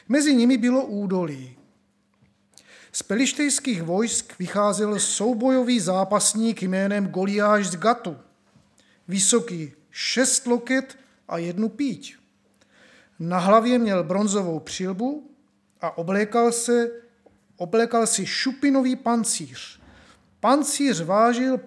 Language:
Czech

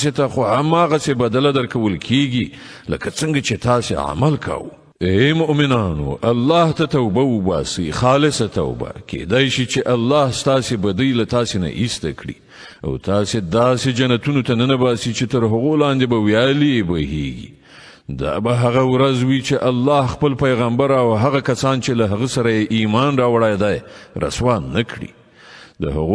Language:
Pashto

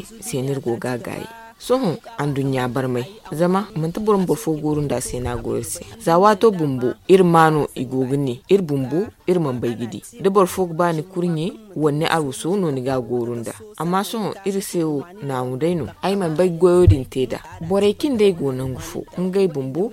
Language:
Zarma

